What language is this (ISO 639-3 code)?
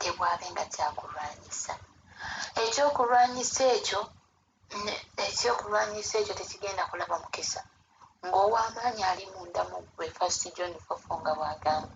lug